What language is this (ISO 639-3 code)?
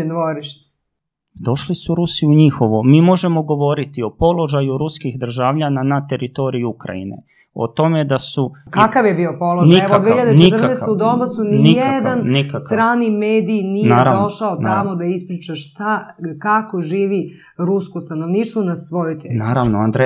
srp